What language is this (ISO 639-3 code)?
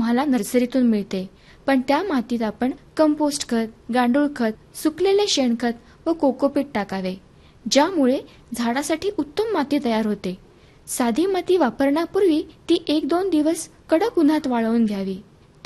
mar